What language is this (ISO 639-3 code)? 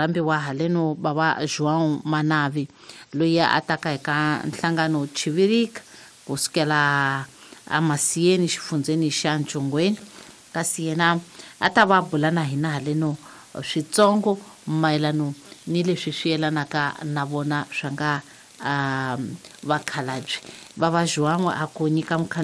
tso